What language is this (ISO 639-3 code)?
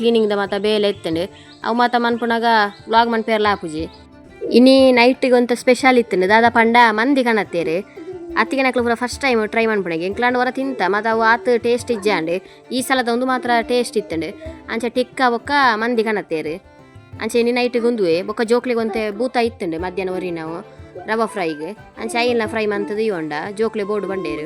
tcy